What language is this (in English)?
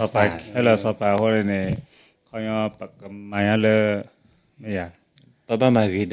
S'gaw Karen